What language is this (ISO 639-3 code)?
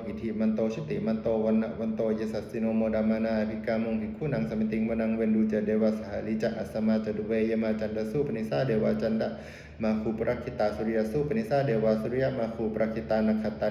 pli